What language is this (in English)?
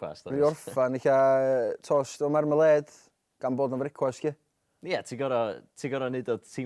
Welsh